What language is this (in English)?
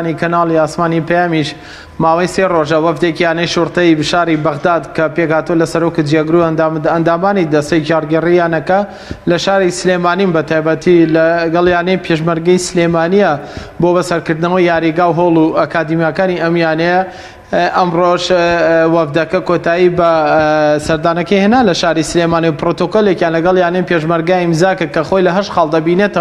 Central Kurdish